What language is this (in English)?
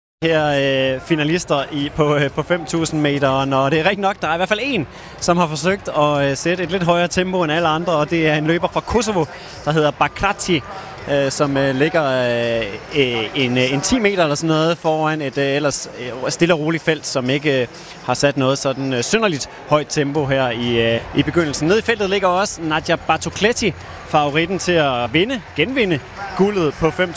Danish